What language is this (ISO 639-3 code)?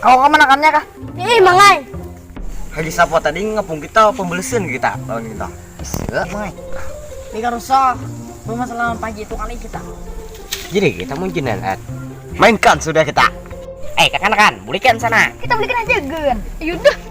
bjn